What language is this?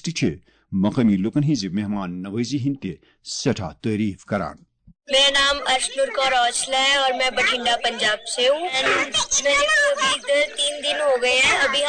Kashmiri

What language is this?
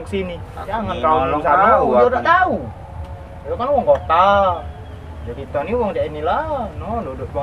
Musi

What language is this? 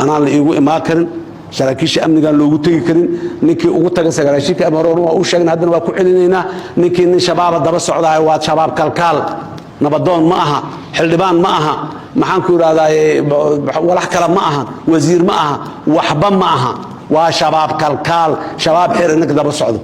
Somali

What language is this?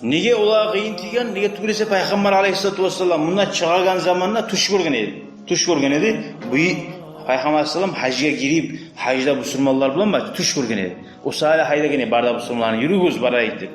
Kumyk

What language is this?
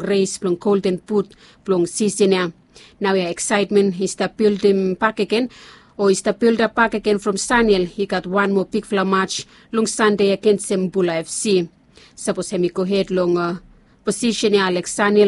Bislama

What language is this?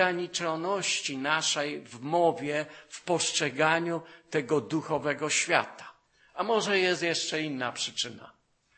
Polish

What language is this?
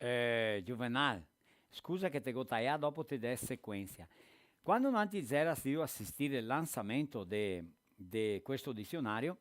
Venetian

